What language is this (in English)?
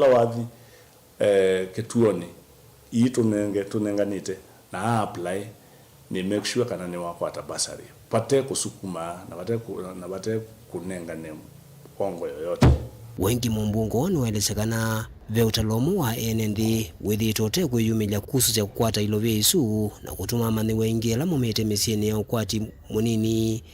Kamba